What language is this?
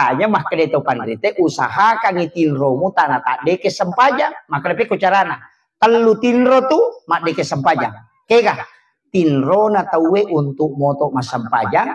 Buginese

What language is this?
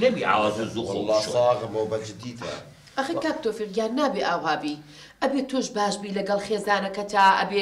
Central Kurdish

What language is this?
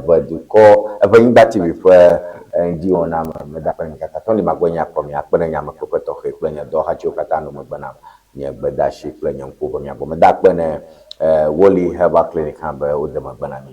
Ewe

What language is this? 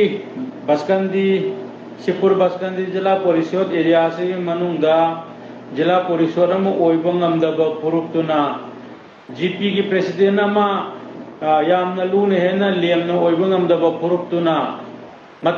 Manipuri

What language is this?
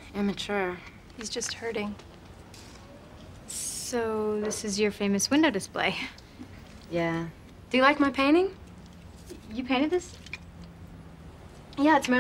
English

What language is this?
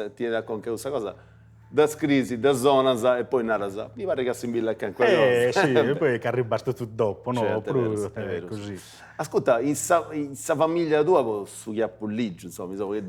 Sardinian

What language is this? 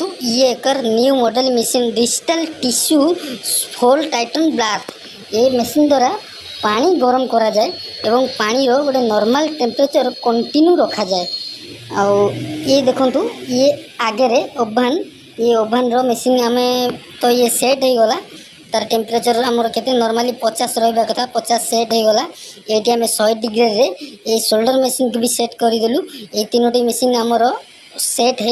Odia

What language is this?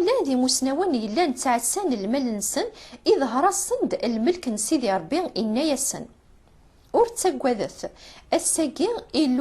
Kabyle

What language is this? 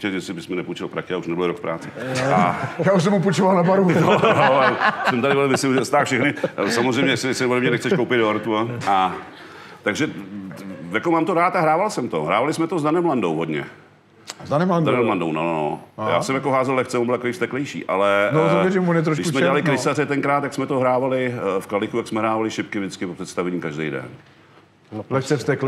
Czech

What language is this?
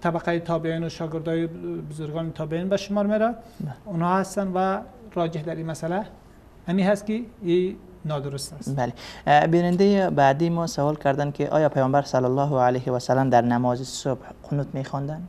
Persian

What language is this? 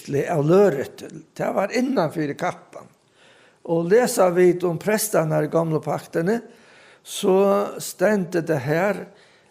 Faroese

